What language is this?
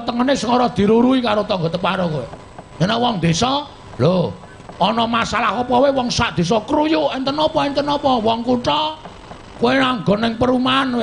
Javanese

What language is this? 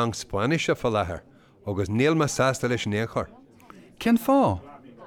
Irish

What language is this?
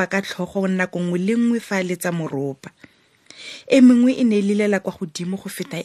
Tswana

